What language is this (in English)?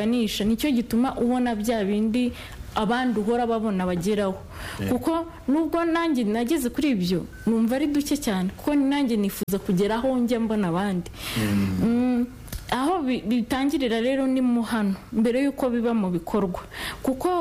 Kinyarwanda